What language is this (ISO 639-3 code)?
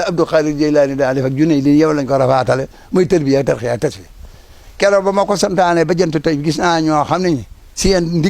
wol